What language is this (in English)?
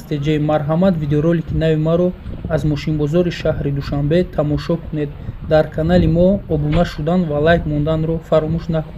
Tajik